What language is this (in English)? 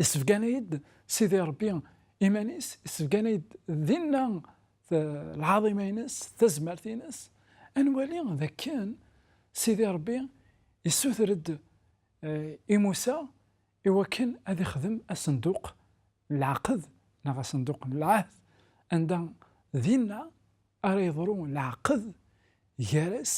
Kabyle